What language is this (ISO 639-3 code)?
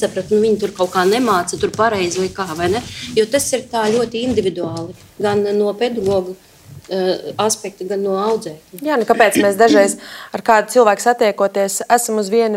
lav